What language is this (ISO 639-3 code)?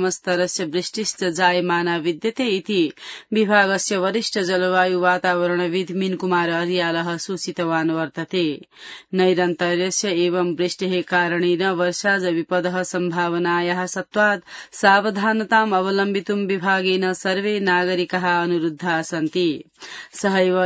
san